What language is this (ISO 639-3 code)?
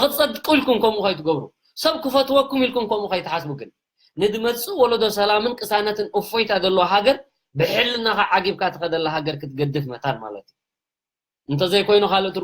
tir